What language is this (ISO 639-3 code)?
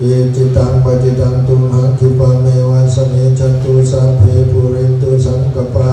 pli